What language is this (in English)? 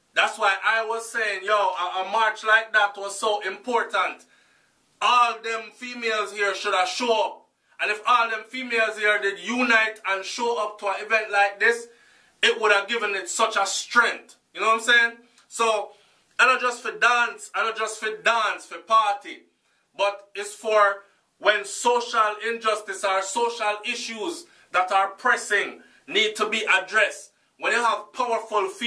Jamaican Creole English